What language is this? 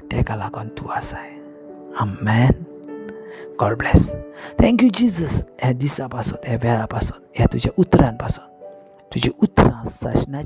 Konkani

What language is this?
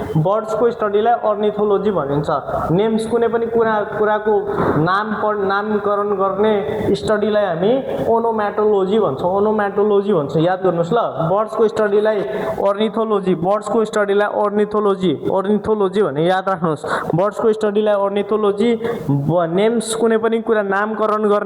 Nepali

